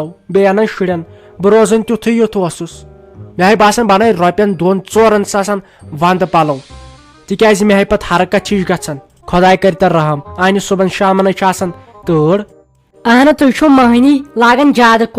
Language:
Kashmiri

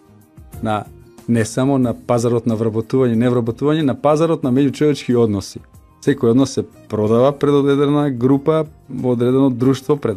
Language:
Macedonian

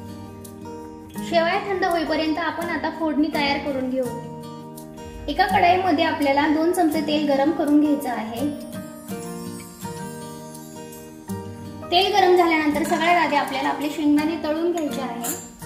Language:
Marathi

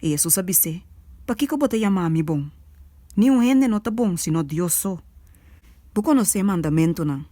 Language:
Papiamento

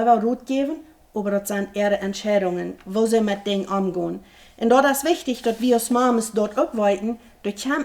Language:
Plautdietsch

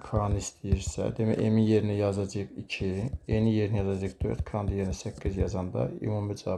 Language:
Azerbaijani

